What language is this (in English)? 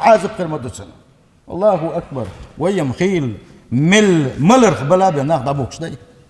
Chechen